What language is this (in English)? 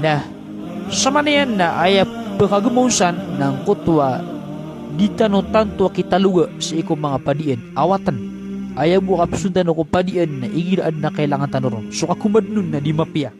Maranao